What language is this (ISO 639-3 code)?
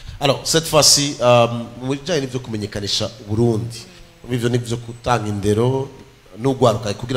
run